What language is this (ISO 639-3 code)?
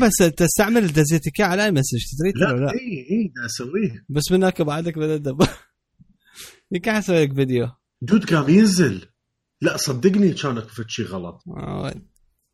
acm